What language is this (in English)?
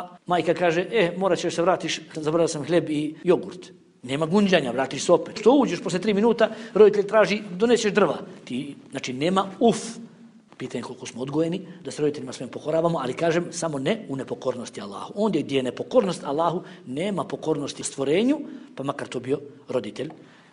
Bosnian